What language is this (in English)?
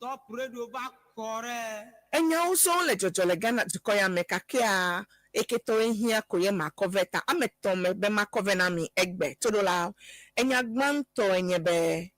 Ewe